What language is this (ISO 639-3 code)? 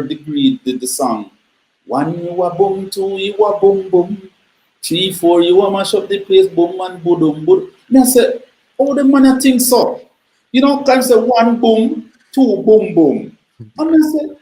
jam